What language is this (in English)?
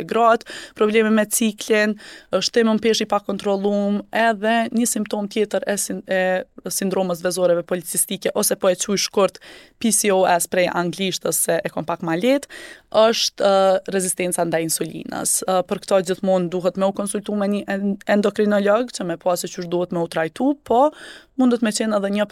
Albanian